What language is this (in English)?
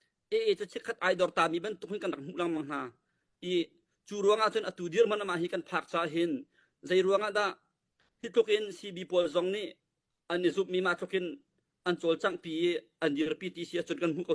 Hakha Chin